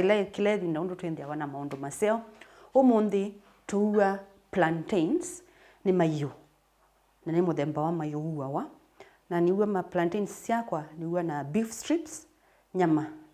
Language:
Kamba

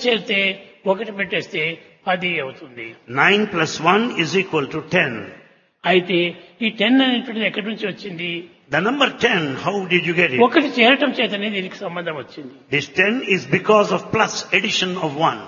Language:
Telugu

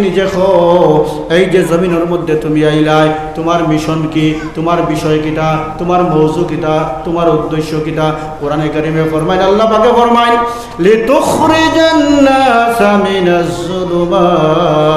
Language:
Sylheti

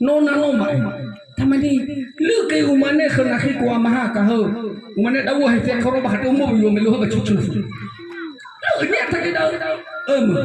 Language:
Nias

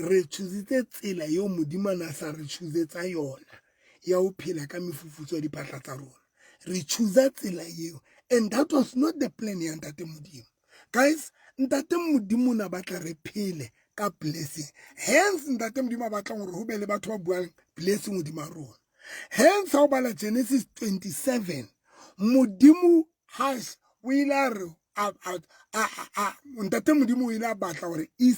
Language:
Southern Sotho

